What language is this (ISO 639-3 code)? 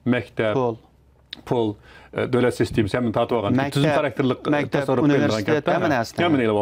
uig